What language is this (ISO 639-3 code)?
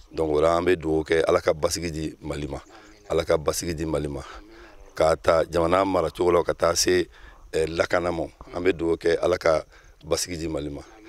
bam